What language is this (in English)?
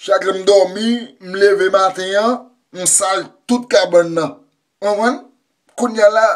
Haitian Creole